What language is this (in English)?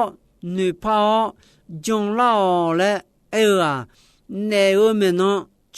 Akha